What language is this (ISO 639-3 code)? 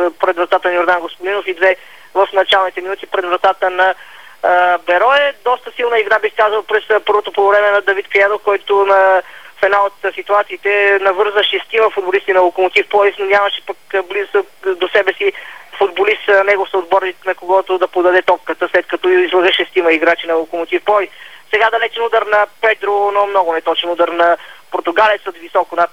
bul